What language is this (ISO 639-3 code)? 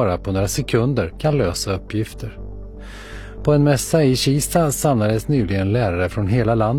swe